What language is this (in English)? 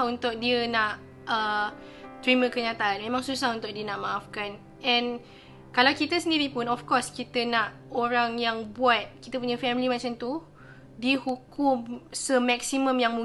Malay